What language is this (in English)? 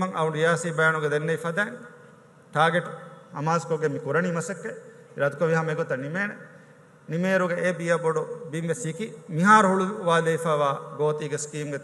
Divehi